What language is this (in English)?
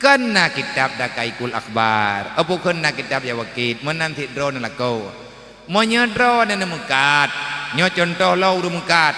Achinese